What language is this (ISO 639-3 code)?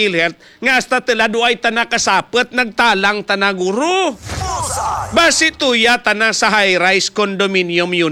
hil